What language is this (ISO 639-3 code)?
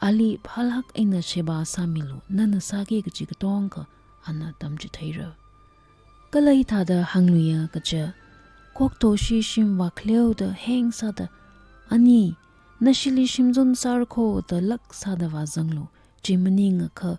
nmf